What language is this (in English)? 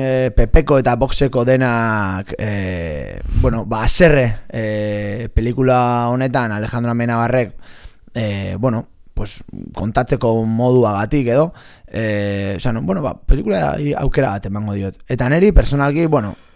Basque